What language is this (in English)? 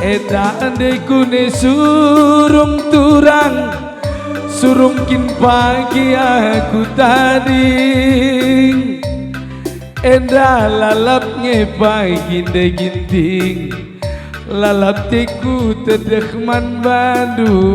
Batak Karo